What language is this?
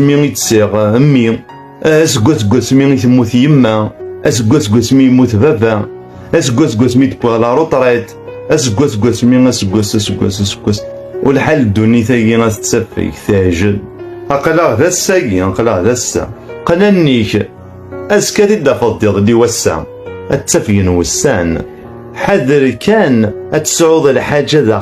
Kabyle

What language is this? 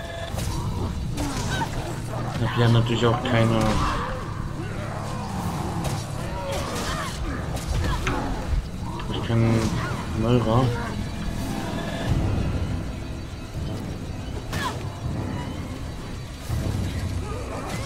German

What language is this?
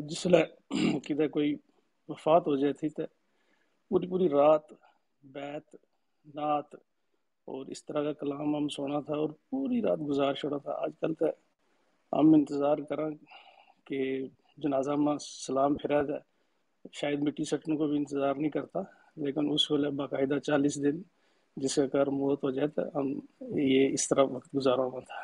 Gujari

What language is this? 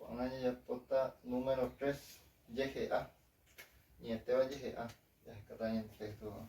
Guarani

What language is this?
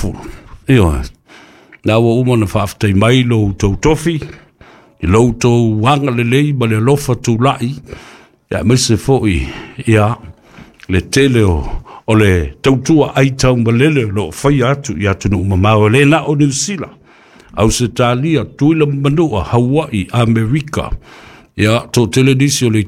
Samoan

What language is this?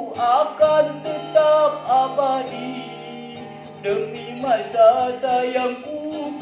Sundanese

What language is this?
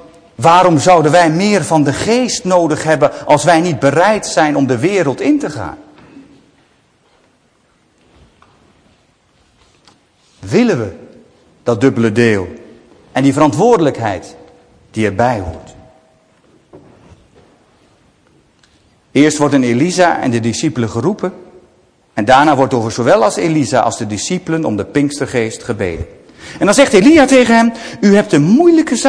Dutch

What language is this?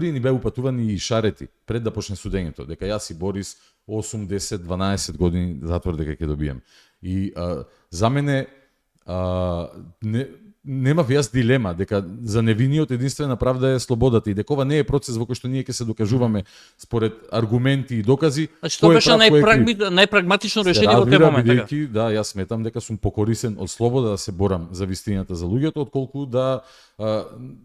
Macedonian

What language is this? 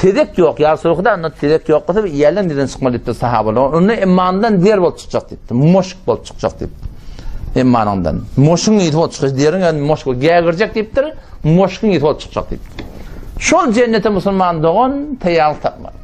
Turkmen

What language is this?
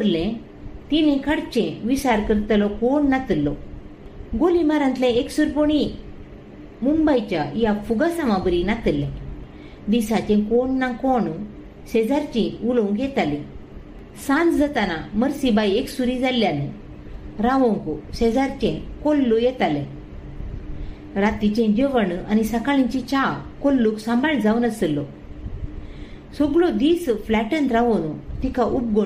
Konkani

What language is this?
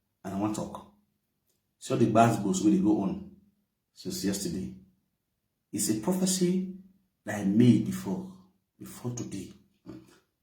Nigerian Pidgin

